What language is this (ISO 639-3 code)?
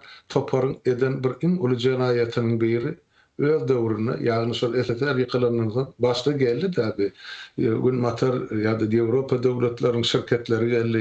tuk